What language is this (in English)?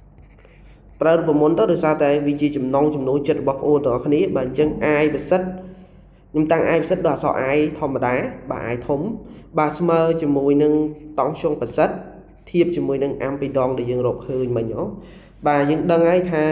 Khmer